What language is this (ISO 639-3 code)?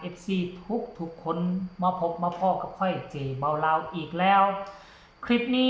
lao